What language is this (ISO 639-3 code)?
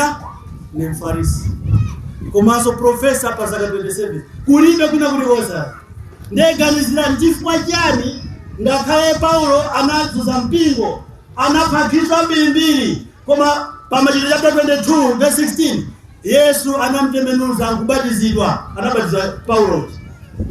nya